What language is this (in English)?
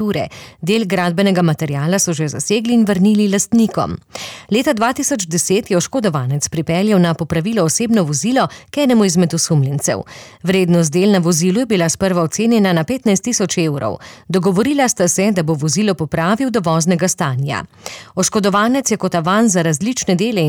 Slovenian